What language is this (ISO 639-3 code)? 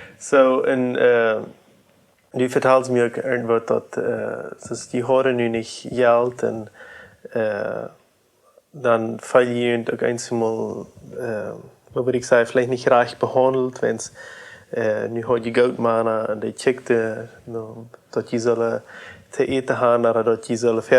pdt